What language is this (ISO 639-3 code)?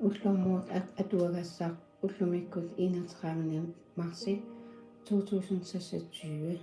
kal